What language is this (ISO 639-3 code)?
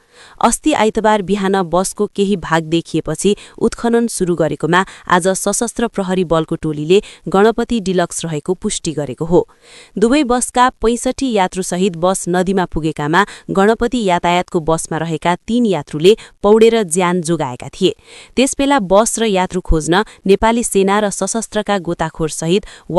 nep